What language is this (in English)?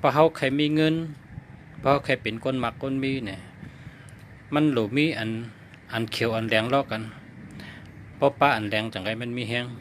Shan